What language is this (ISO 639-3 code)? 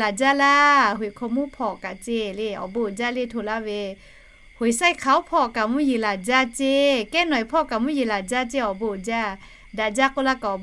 lhu